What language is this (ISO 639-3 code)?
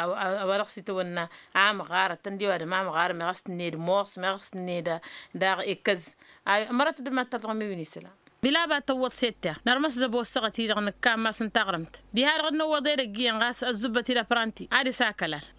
taq